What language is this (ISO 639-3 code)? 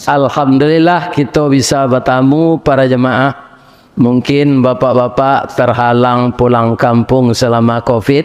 min